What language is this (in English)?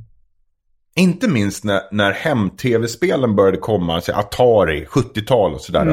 Swedish